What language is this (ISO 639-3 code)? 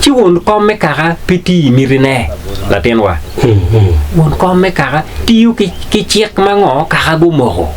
ach